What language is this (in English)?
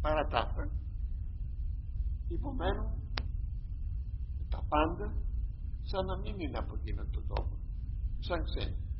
Greek